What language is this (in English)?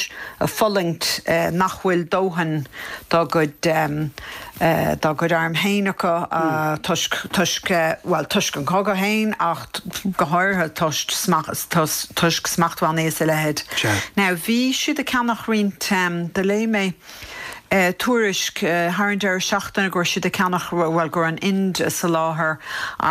Irish